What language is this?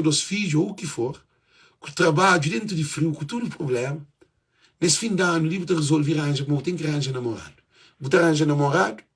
Kabuverdianu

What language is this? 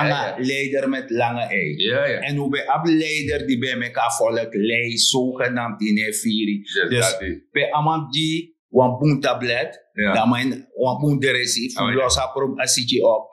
Sranan Tongo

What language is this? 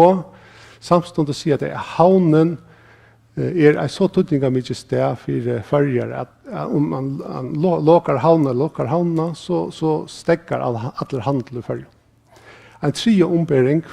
Faroese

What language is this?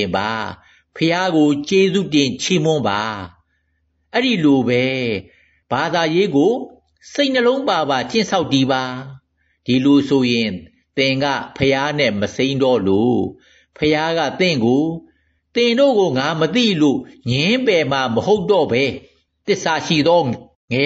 Burmese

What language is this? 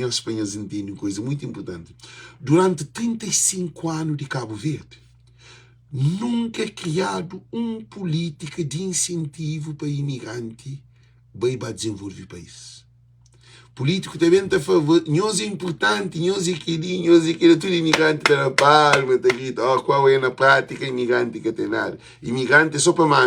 Kabuverdianu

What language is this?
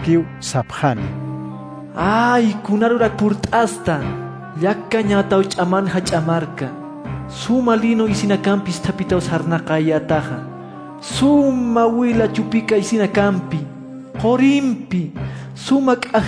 Aymara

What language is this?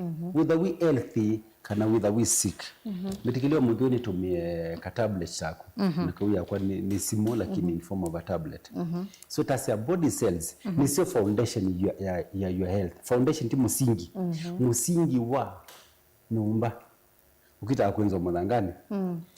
Kamba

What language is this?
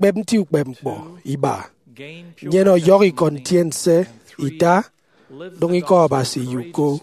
Efik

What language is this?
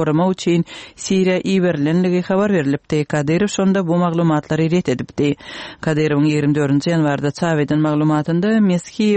Kyrgyz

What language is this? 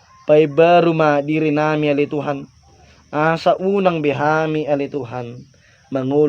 Batak Toba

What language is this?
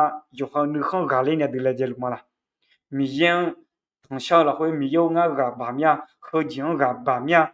Akha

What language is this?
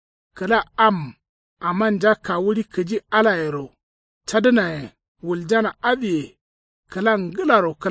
Kanuri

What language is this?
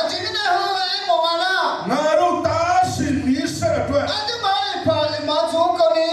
Akha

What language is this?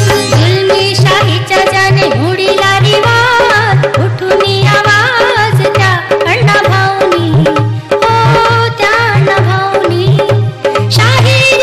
Marathi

